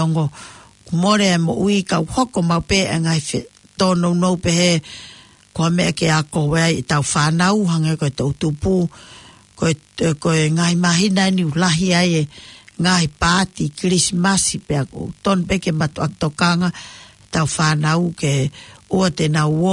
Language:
Tongan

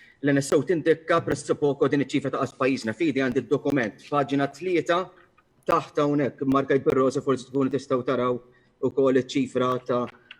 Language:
Maltese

